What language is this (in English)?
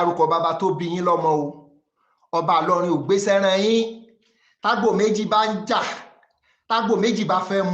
Yoruba